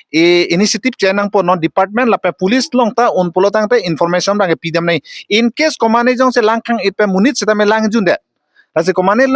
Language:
Karbi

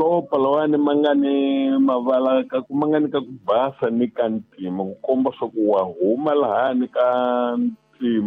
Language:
Tsonga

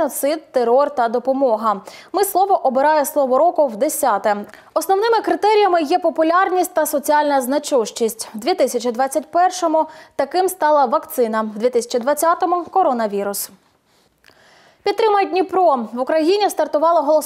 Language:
Ukrainian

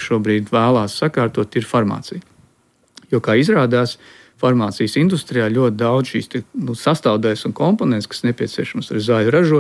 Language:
Latvian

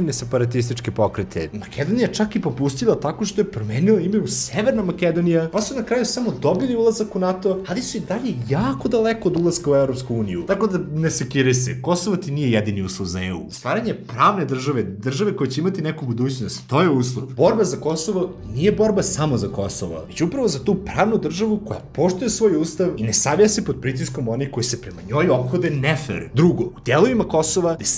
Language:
Serbian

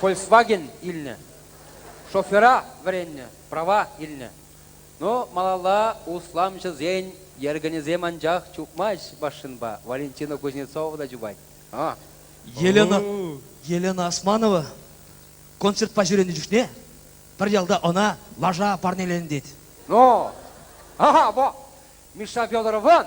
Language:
Chuvash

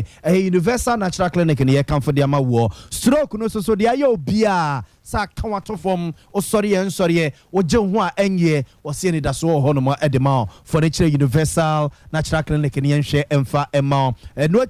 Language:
Akan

